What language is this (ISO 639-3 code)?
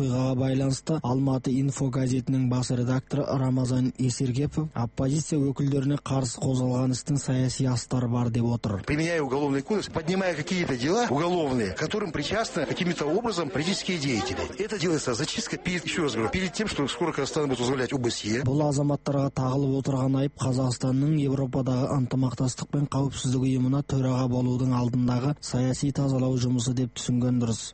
kaz